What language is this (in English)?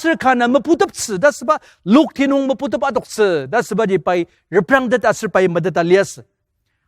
Ao Naga